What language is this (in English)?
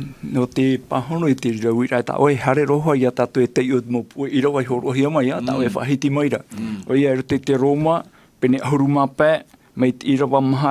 Tahitian